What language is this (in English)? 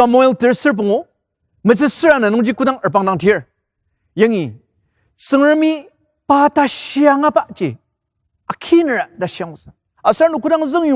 Ao Naga